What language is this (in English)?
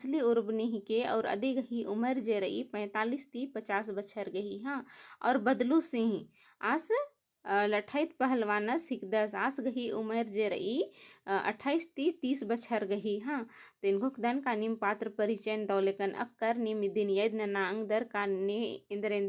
Kurukh